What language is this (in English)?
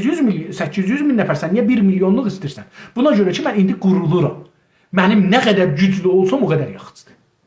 South Azerbaijani